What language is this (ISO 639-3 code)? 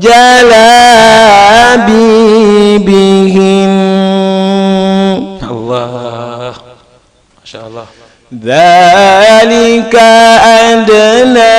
ful